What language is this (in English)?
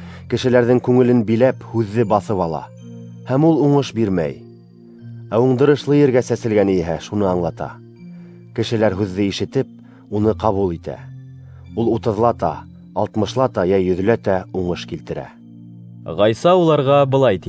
Bashkir